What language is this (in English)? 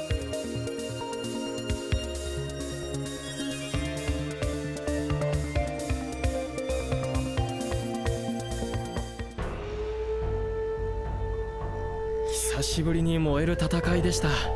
Japanese